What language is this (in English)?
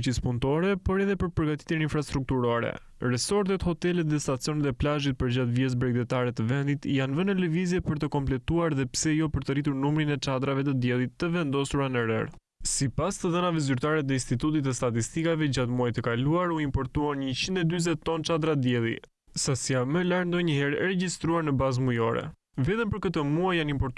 Albanian